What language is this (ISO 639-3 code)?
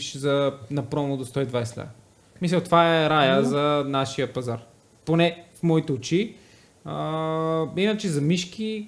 bul